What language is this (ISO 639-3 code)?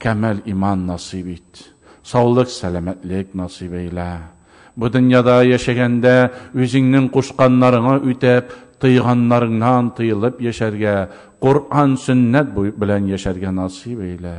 tat